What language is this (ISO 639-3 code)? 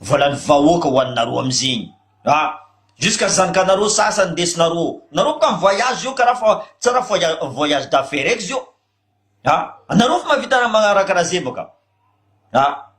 mlg